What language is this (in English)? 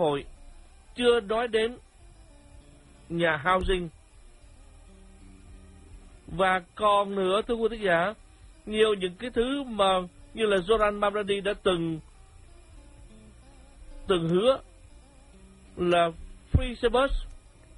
Vietnamese